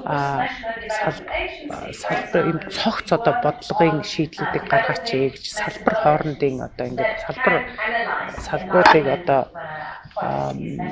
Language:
Mongolian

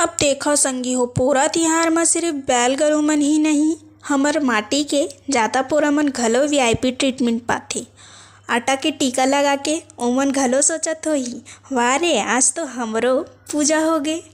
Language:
Chhattisgarhi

